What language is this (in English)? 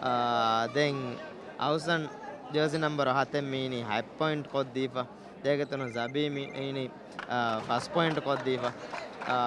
Divehi